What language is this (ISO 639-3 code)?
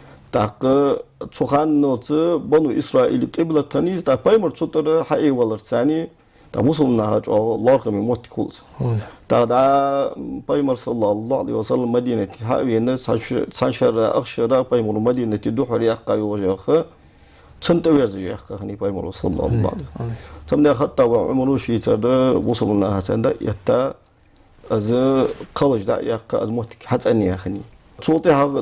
inh